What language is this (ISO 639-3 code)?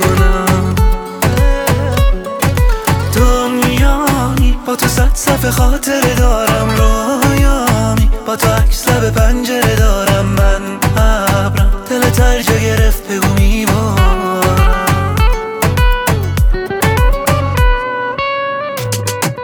fas